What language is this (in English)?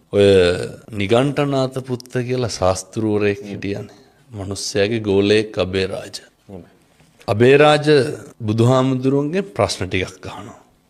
Sinhala